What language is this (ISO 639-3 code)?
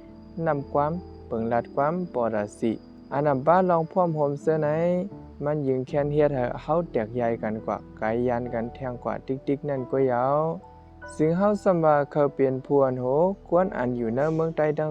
shn